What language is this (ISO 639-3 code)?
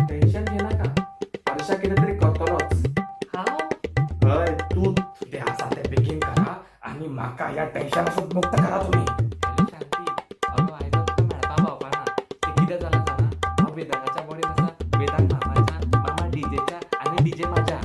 kok